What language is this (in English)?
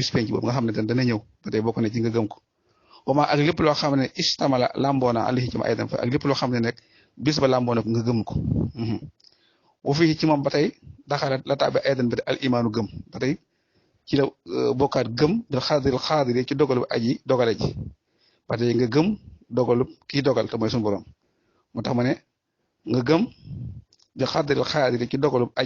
Wolof